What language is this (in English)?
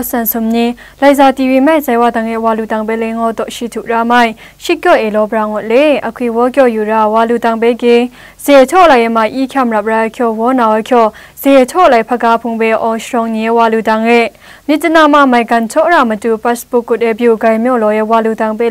Zaiwa